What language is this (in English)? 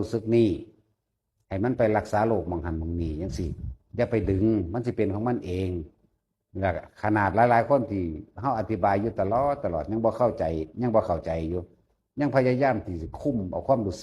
Northeastern Thai